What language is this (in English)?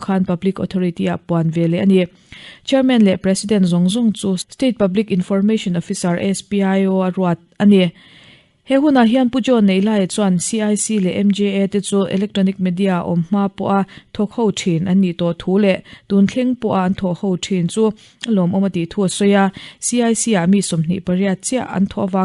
Mizo